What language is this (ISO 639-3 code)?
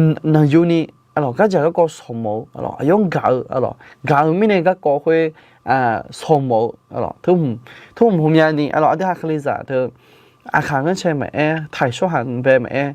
ahk